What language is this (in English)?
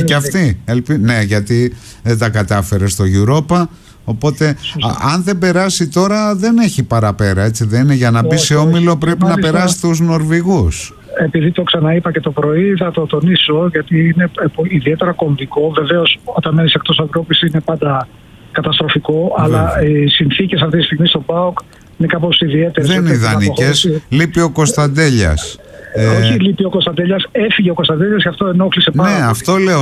Greek